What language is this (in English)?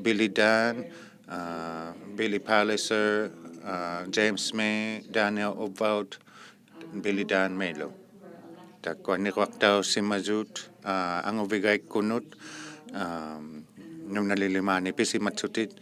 Inuktitut